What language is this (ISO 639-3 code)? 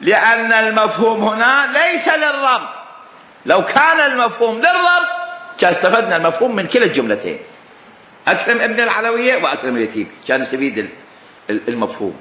acm